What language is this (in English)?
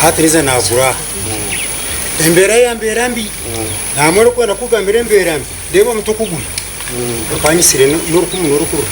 Nyankole